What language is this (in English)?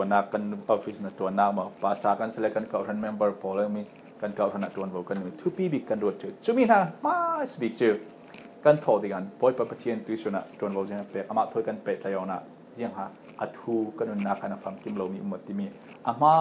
Falam Chin